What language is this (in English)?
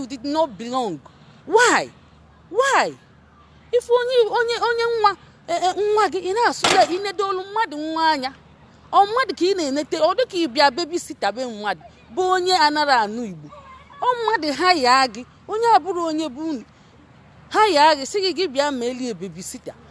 Igbo